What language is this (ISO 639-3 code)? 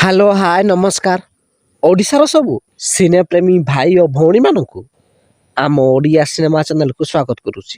ori